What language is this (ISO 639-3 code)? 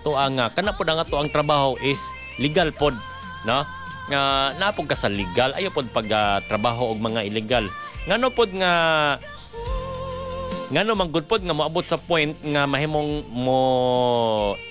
ceb